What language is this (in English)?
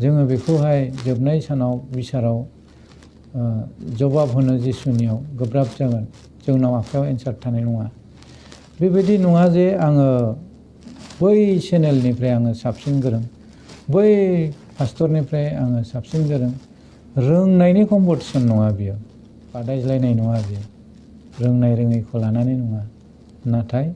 Bodo